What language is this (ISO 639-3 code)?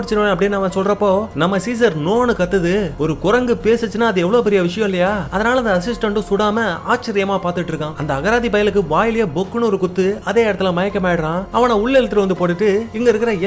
tam